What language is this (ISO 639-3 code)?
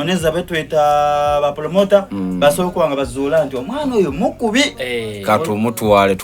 xog